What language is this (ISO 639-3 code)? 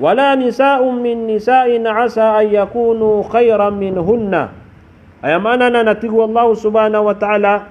mrw